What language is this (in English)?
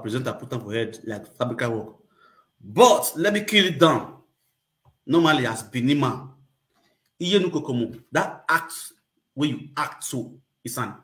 Nigerian Pidgin